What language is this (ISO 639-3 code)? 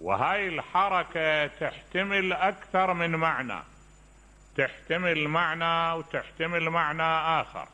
acm